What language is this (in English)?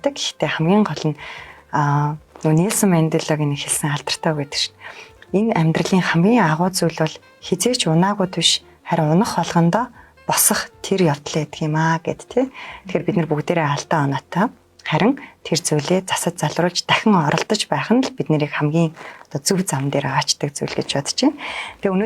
Mongolian